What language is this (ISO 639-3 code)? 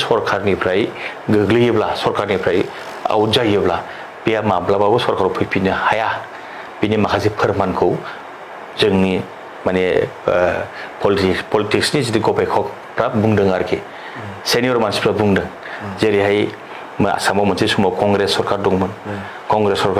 brx